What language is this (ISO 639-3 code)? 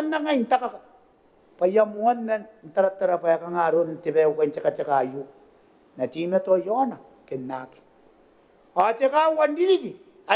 gil